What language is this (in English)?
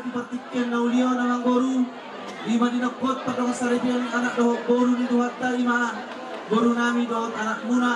Batak Toba